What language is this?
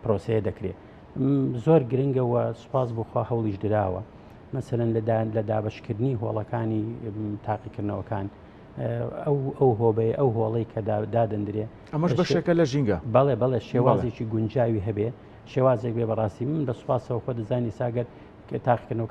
Central Kurdish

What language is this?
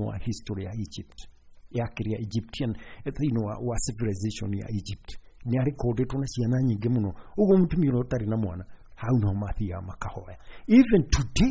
Kikuyu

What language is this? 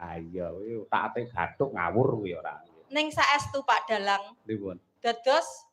Javanese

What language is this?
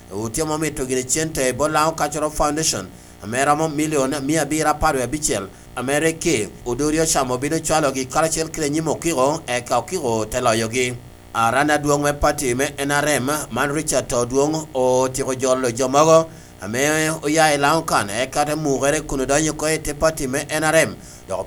Lango (Uganda)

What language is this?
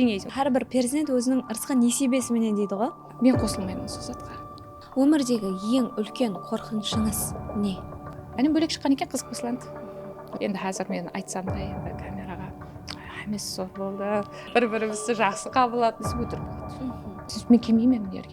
Kara-Kalpak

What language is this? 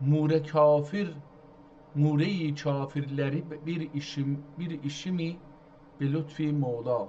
South Azerbaijani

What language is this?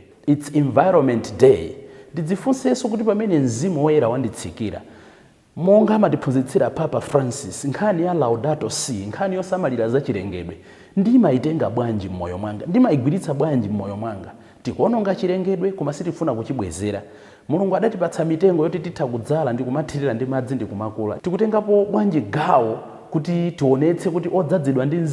Nyanja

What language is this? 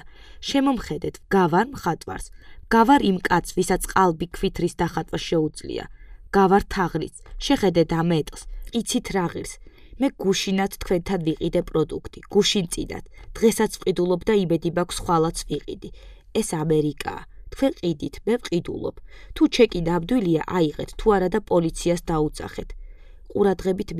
Georgian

